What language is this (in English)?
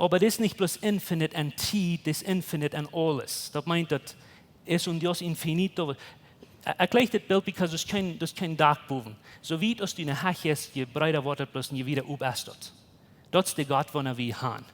Plautdietsch